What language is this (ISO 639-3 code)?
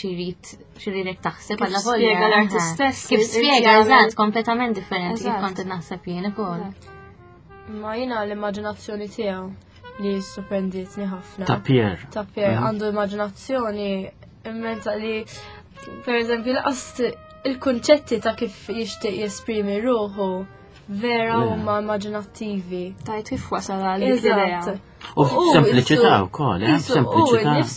mlt